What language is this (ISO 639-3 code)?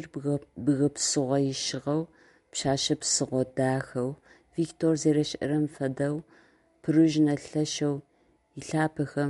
ady